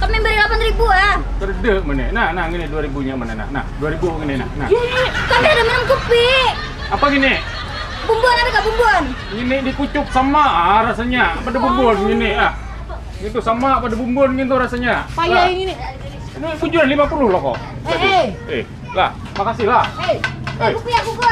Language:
Banjar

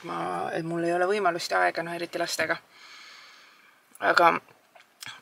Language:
Estonian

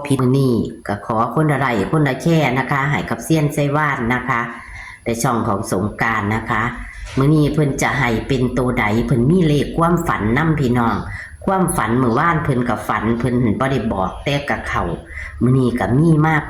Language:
Northeastern Thai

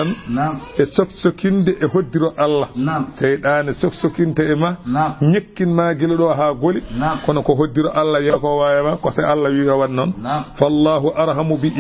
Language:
Fula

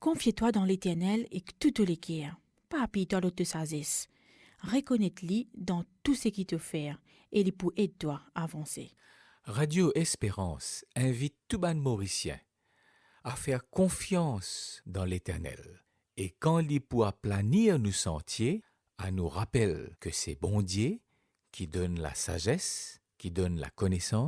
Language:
Morisyen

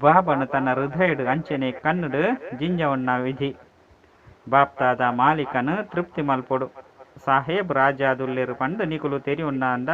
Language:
Tulu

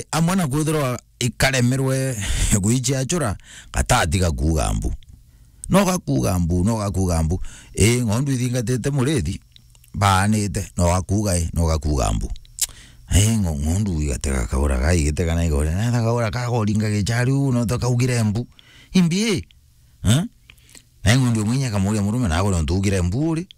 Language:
Meru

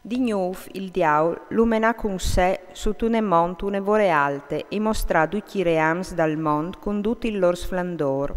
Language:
Friulian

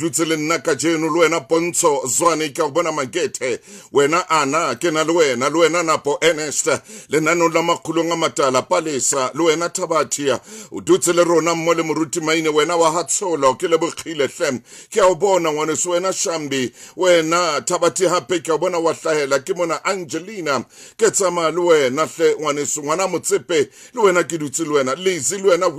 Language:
Southern Sotho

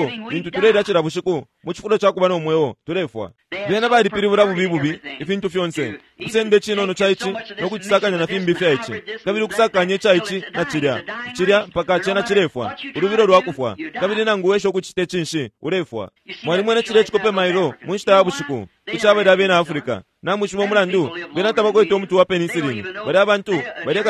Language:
Bemba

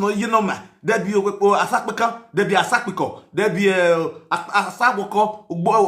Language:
Nigerian Pidgin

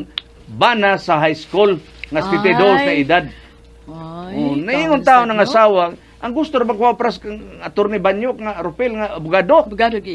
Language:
Cebuano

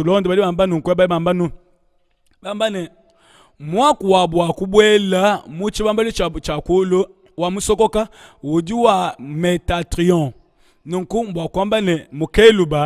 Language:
Luba-Lulua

